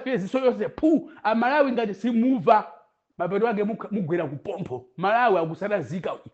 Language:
Nyanja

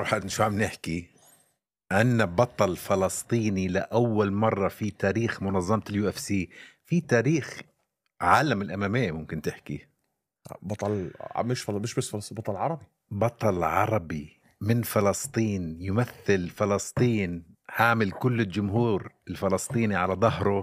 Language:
North Levantine Arabic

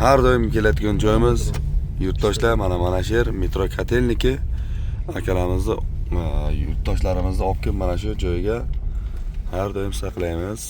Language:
Uzbek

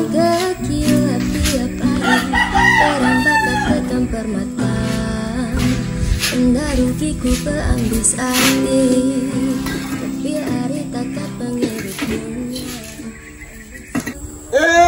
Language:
Iban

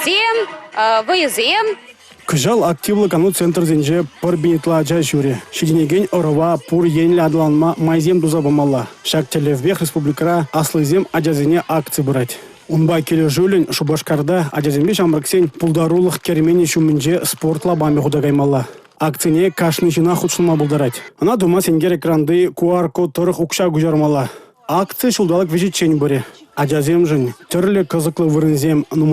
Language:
Chuvash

